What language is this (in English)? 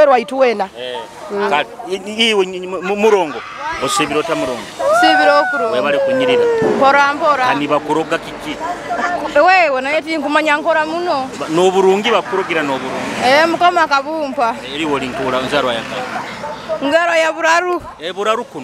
Nyoro